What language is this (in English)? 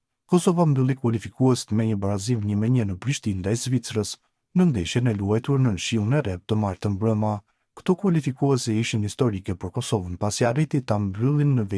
Albanian